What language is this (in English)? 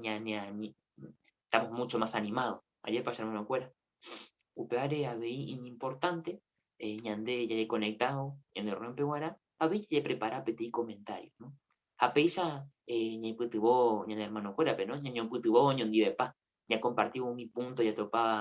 Guarani